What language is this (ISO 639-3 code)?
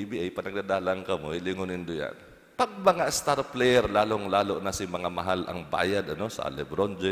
bik